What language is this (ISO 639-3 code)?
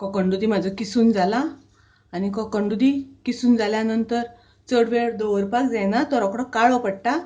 kok